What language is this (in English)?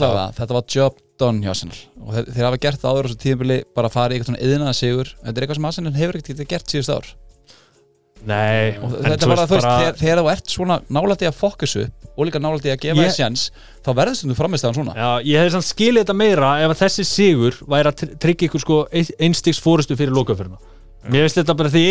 Icelandic